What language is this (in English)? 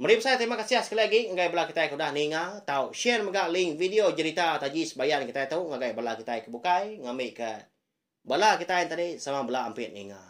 Iban